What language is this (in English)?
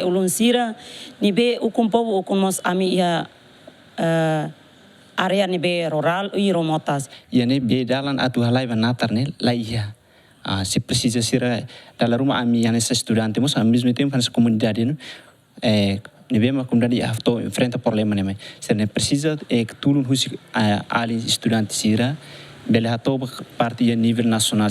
Tetum